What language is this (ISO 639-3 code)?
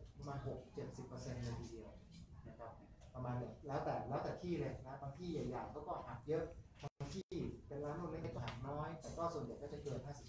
tha